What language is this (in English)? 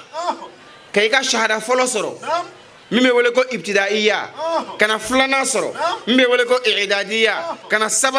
Bambara